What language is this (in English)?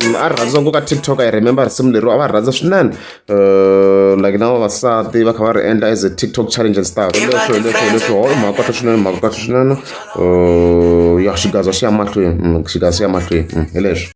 Tsonga